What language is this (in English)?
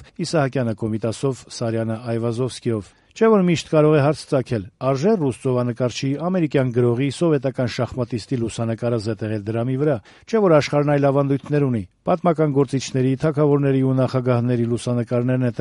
Armenian